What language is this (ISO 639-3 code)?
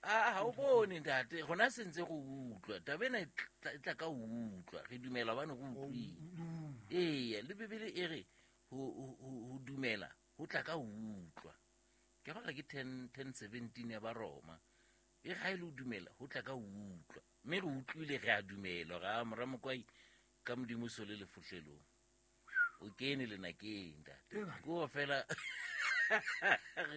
sot